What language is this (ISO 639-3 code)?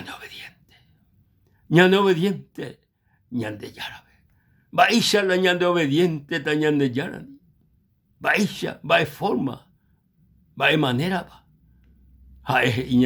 grn